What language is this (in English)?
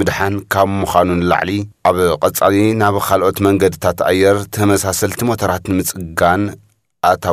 Tigrinya